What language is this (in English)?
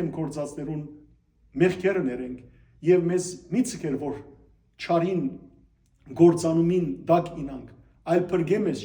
Western Armenian